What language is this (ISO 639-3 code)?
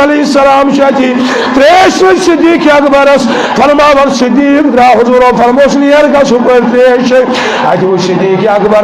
kas